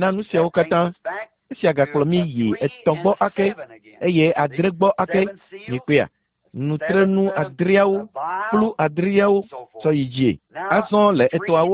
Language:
Ewe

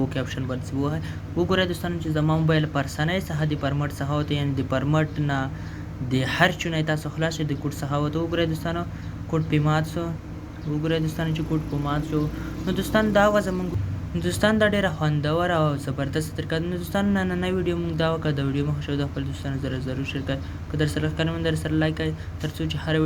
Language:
Pashto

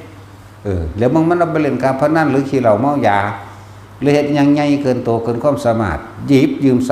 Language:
Northeastern Thai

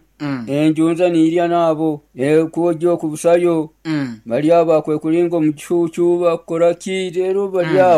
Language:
Nyoro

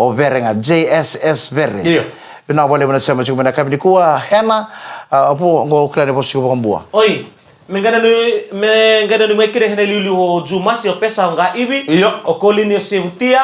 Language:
Fijian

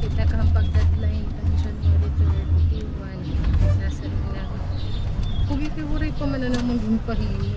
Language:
Waray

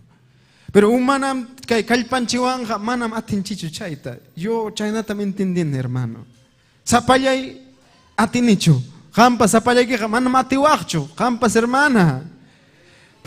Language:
Ayacucho Quechua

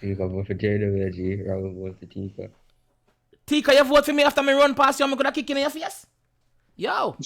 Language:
Jamaican Creole English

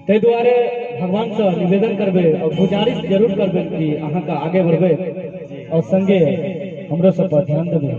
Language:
Maithili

